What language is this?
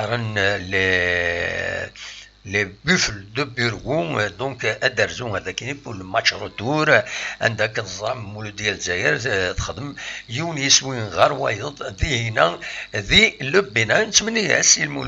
Kabyle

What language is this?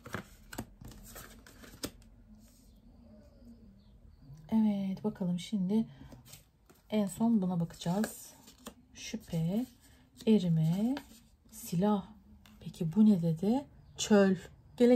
Turkish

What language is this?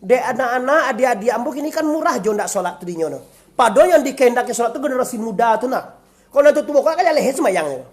Minangkabau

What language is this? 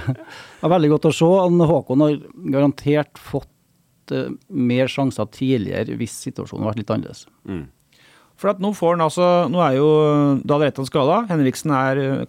Norwegian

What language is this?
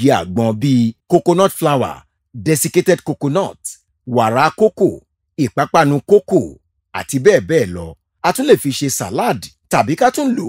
Yoruba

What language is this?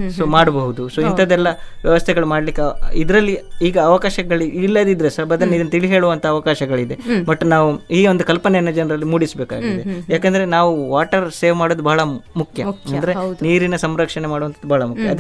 Kannada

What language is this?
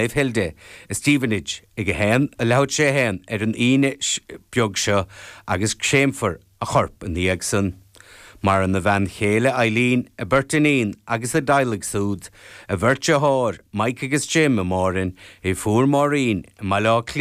Irish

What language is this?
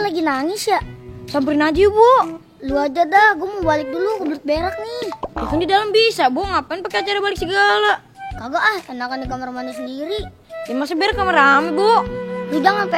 Betawi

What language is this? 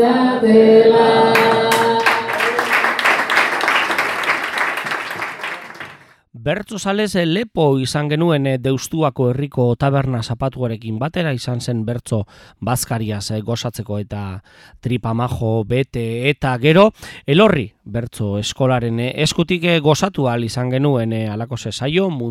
Basque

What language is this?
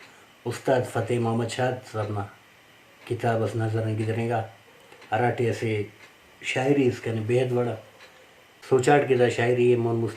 Brahui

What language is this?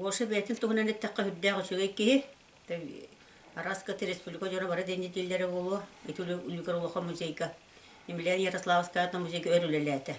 Yakut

